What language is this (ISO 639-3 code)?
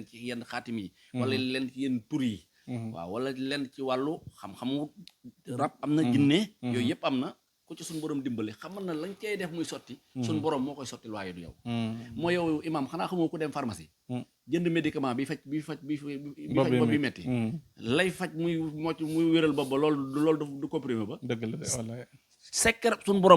wol